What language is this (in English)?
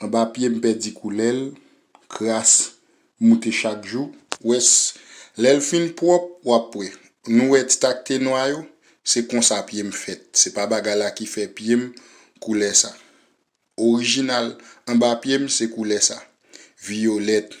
Haitian Creole